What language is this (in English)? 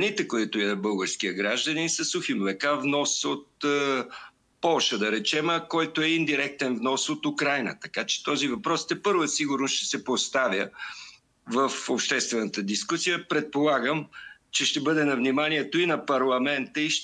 Bulgarian